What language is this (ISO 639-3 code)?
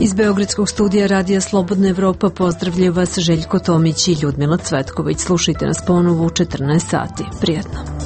srp